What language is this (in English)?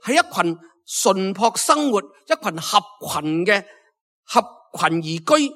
Cantonese